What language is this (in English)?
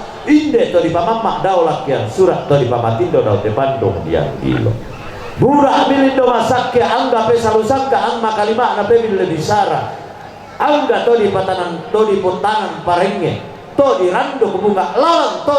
Toraja-Sa'dan